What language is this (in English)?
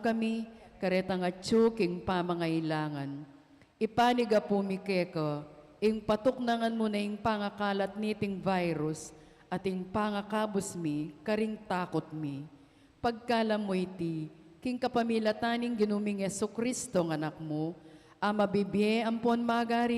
Pampanga